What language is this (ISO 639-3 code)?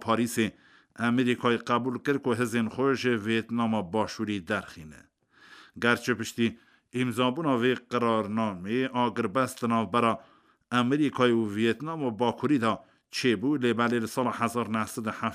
kur